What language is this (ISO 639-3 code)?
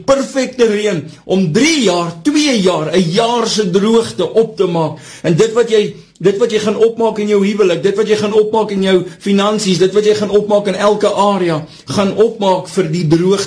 afr